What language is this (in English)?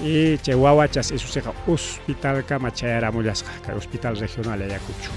Ayacucho Quechua